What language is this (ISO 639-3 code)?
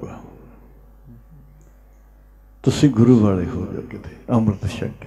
pan